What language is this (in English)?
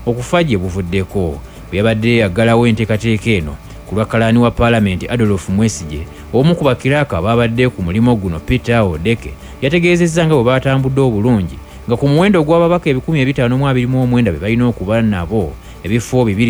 Ganda